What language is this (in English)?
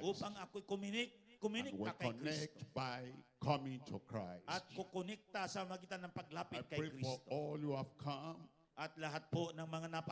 Filipino